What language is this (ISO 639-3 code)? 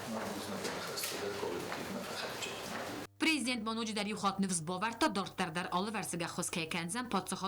oss